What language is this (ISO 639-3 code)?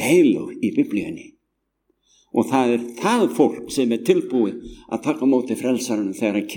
isl